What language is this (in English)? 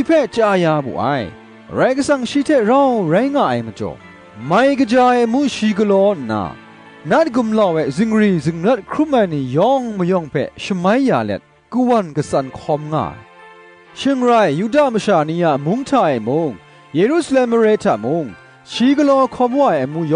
Kachin